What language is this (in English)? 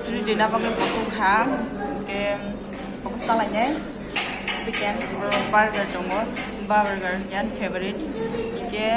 Kok Borok